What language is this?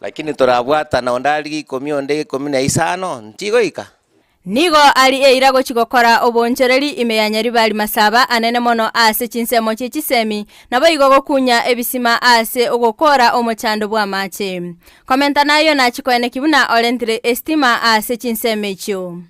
Gusii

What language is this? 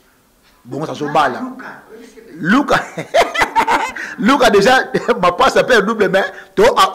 Lingala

